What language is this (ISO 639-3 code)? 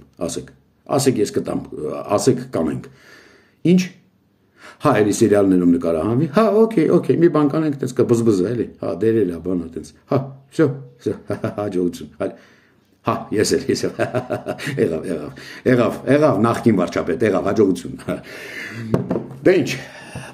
hye